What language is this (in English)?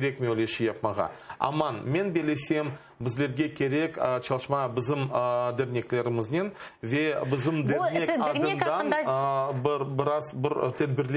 Crimean Tatar